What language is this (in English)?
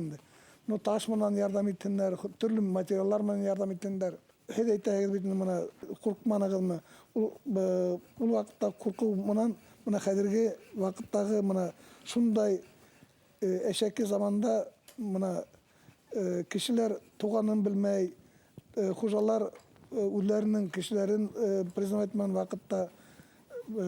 Bashkir